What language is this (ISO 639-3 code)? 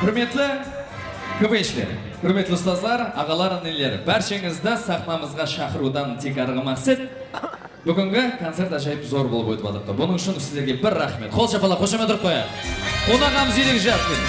kaa